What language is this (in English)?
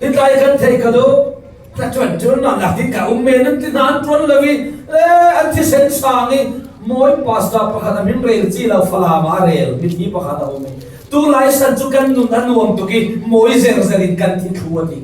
Falam Chin